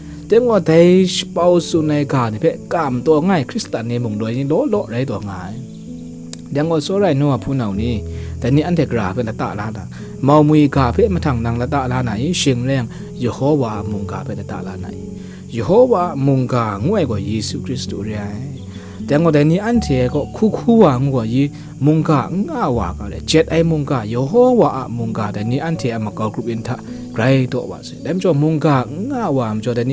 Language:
Kachin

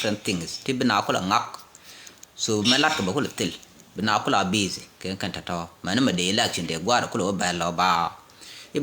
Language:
Nuer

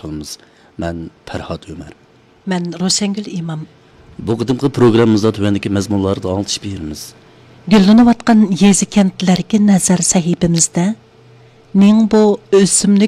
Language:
Uyghur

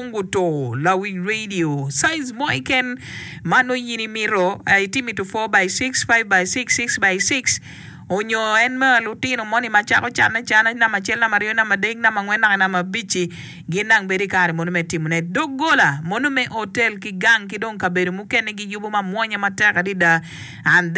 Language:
Acoli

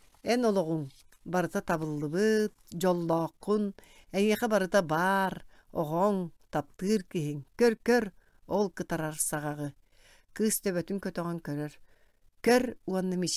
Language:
Yakut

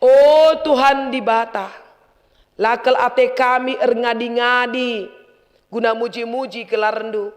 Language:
Batak Karo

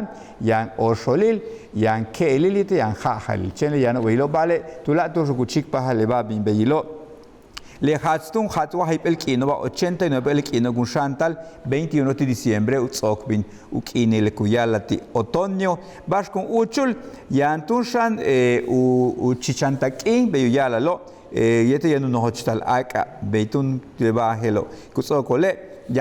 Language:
Yucateco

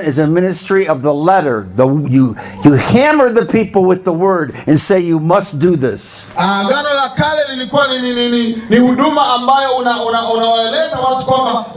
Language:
Swahili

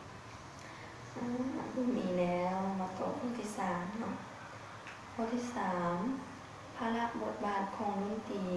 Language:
Lao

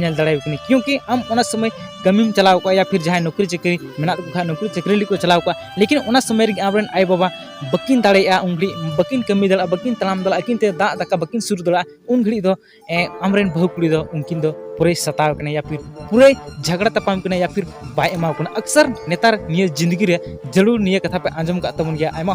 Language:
Santali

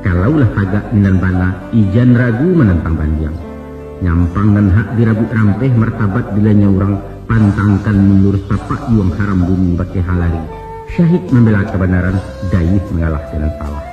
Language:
Minangkabau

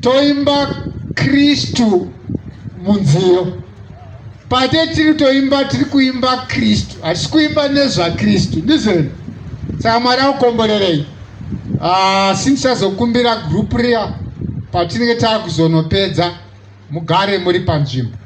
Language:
Shona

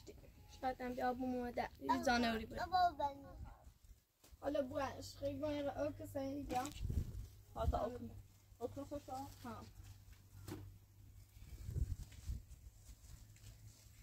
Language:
Persian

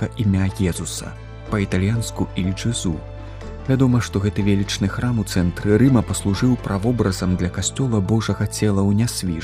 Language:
Belarusian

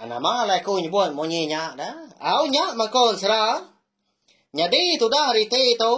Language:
Iban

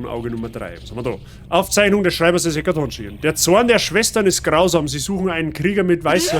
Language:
Bavarian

